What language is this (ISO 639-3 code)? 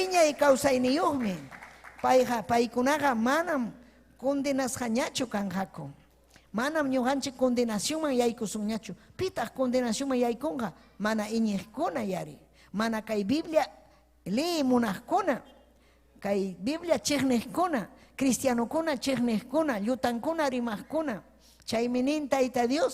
quy